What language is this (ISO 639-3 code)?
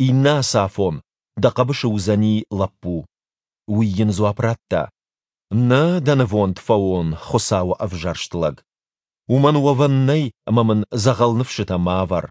oss